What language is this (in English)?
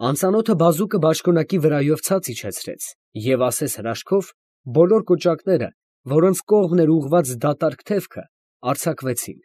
Armenian